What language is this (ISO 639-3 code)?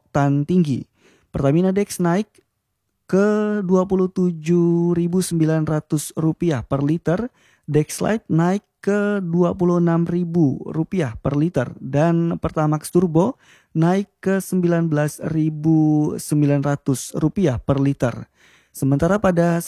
ind